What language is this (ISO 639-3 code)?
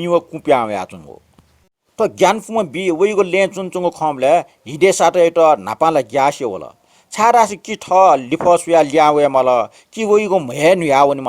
new